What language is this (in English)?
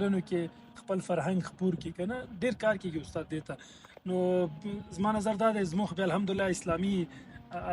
Pashto